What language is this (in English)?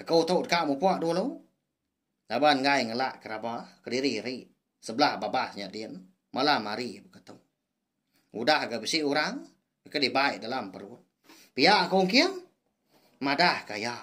Iban